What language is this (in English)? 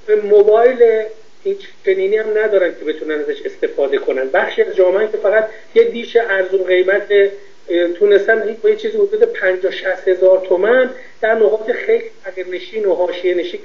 Persian